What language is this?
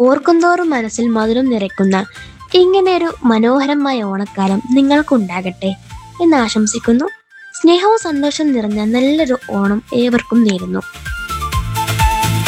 Malayalam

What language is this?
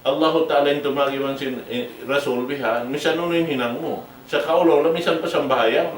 Tausug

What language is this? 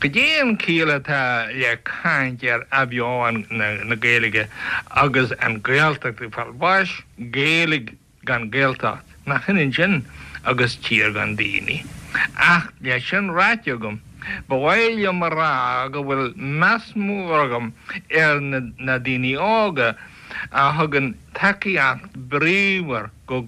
Irish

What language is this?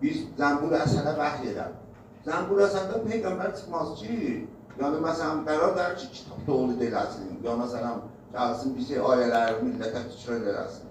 South Azerbaijani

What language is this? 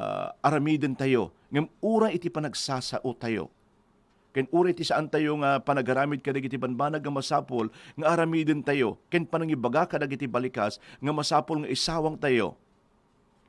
Iloko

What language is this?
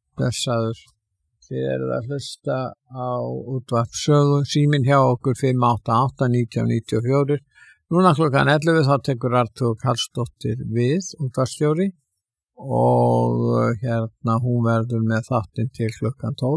Icelandic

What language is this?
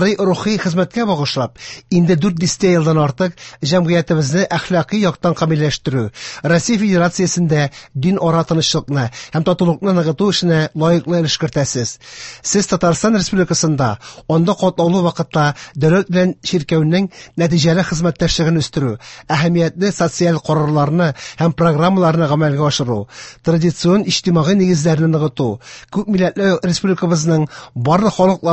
Tatar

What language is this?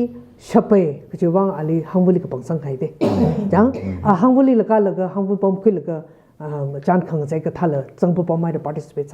Tangkhul Naga (India)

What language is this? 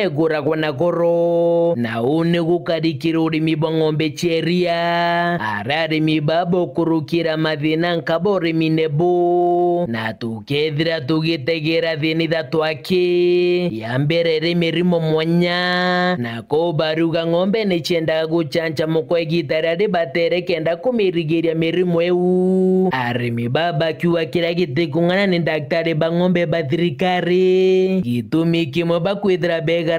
Meru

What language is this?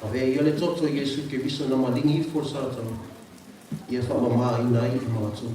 Samoan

